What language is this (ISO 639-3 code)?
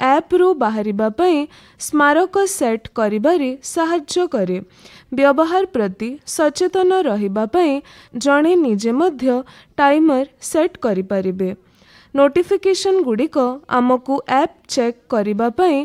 ori